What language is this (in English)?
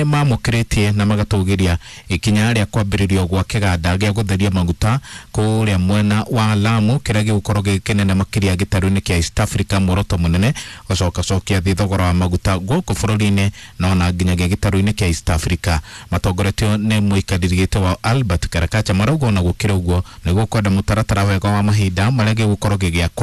Kikuyu